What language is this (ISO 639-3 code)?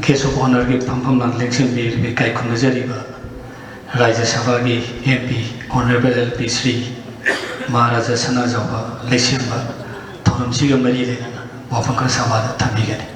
mni